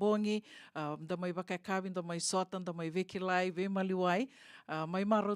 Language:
Fijian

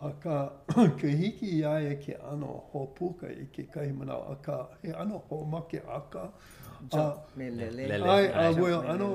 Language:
Hawaiian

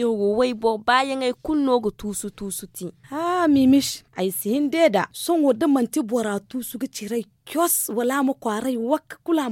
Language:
Zarma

